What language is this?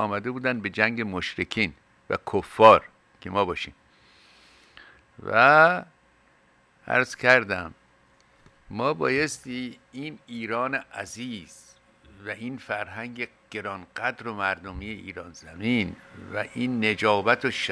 Persian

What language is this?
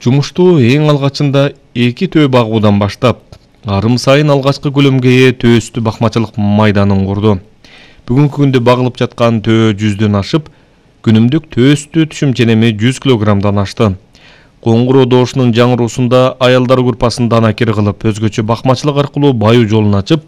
Kyrgyz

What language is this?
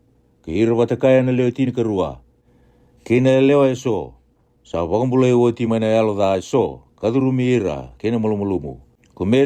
Fijian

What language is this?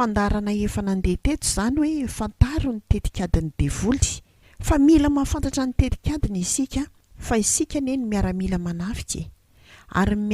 Malagasy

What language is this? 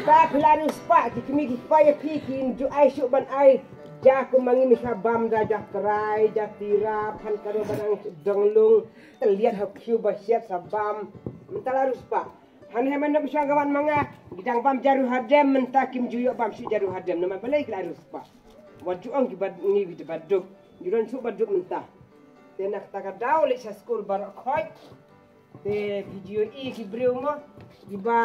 Khasi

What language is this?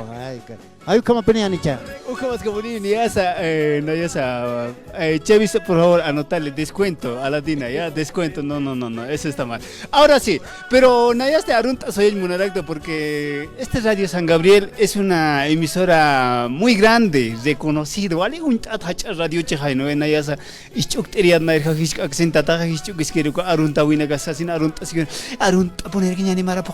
Aymara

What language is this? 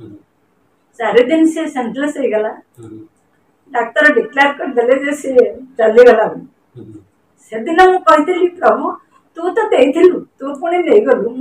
Odia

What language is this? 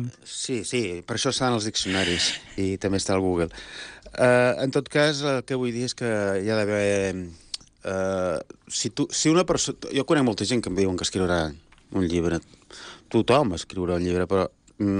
Catalan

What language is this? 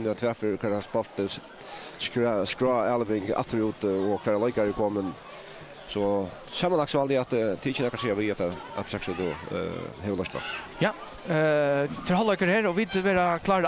Faroese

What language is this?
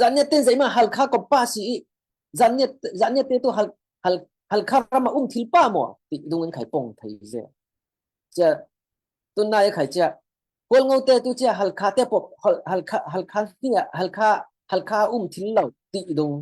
Falam Chin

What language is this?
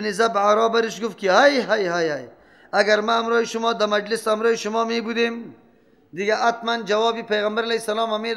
Persian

